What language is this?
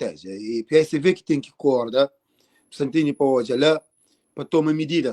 Kabuverdianu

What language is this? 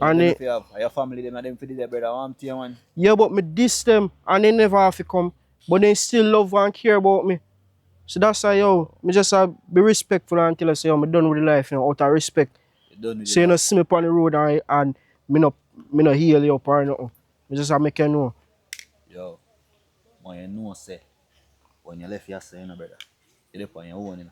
Jamaican Creole English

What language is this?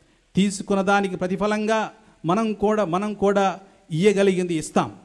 Telugu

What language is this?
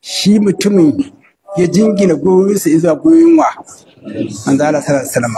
Hausa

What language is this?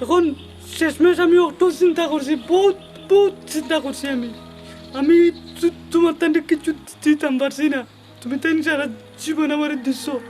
Sylheti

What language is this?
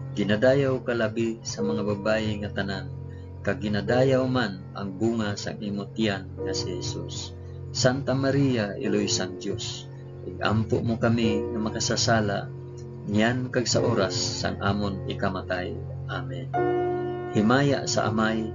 Hiligaynon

